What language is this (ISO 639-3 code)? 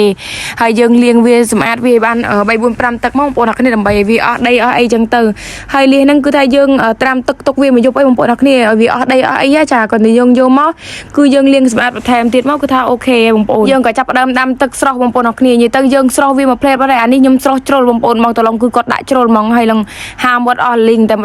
khm